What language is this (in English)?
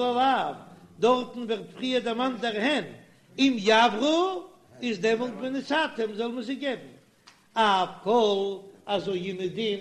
Yiddish